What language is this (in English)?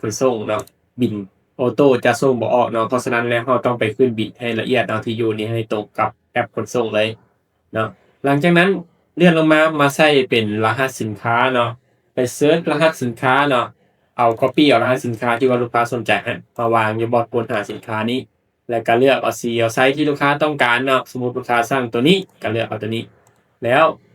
Lao